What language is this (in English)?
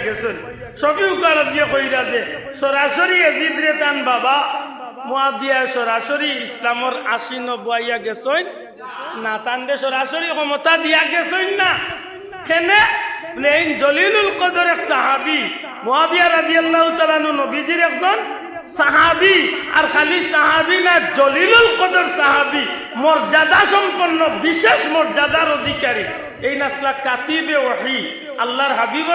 Sylheti